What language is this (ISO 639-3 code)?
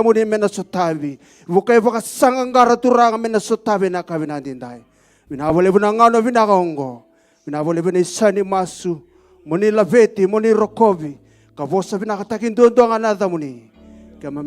fij